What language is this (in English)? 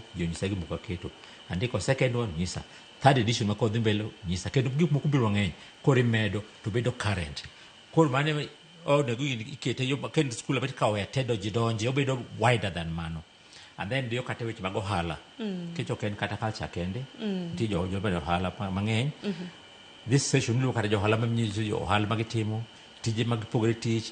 Luo (Kenya and Tanzania)